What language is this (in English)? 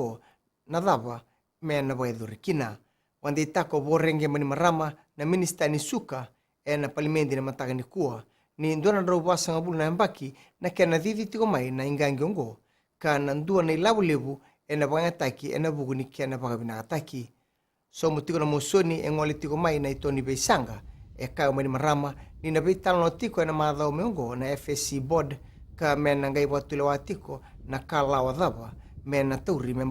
Fijian